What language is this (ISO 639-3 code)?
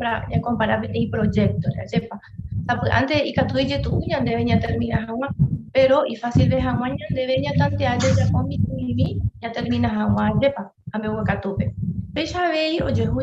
grn